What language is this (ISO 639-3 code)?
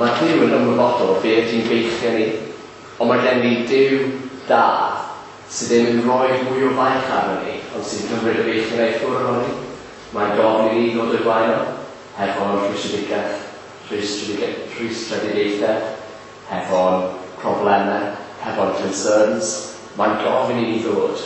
cym